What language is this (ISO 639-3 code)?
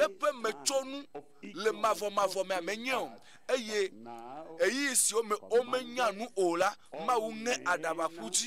ewe